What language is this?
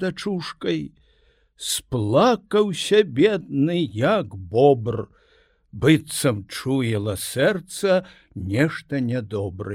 Belarusian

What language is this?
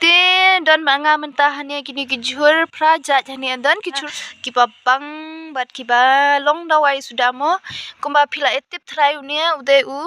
Khasi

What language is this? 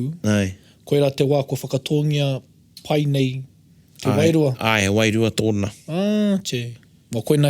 Māori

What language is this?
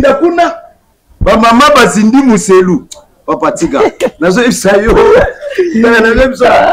Lingala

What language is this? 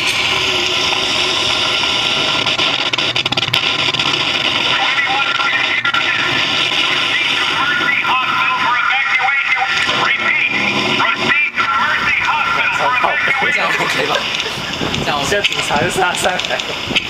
Chinese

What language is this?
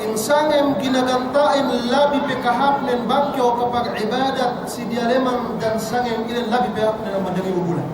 Yakan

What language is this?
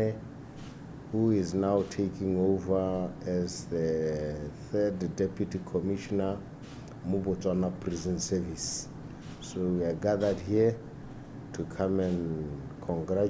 Tswana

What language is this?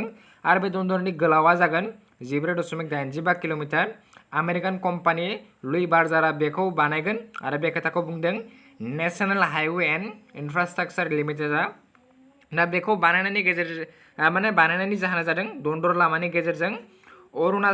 Bodo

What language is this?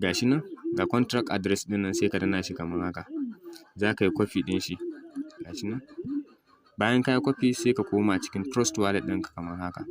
Hausa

